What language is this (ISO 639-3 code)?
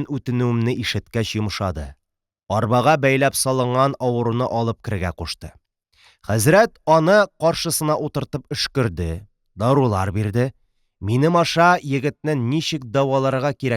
tat